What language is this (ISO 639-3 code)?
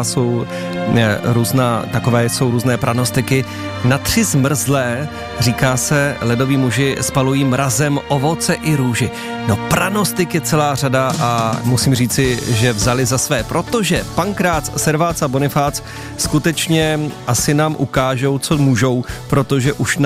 ces